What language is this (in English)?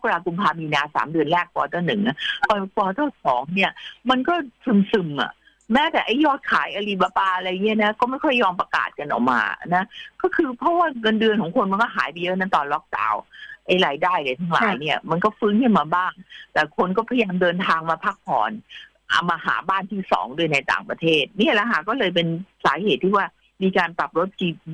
Thai